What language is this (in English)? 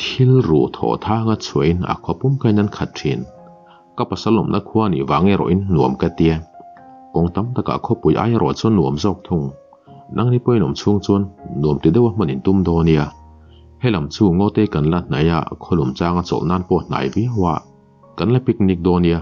Mizo